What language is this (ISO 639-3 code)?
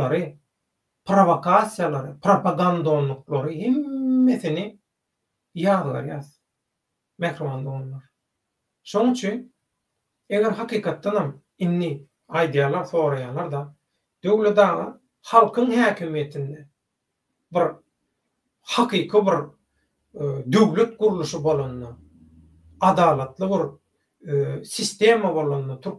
tuk